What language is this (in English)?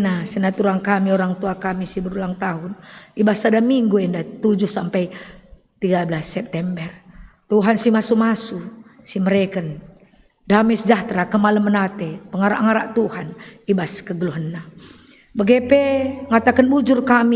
Batak Karo